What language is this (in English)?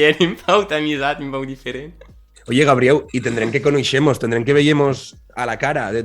Occitan